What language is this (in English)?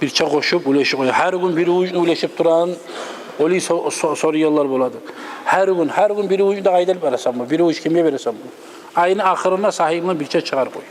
Kumyk